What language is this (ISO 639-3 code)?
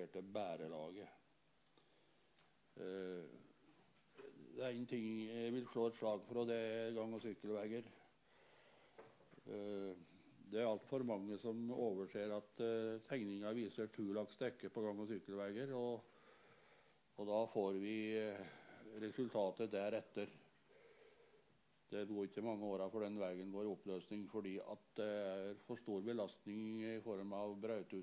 nor